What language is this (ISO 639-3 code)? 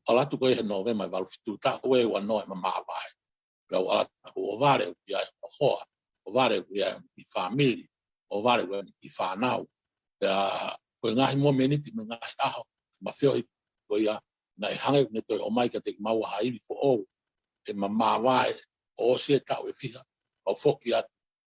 ton